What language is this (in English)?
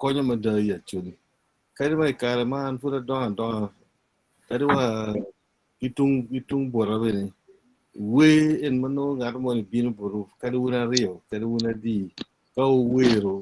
Acoli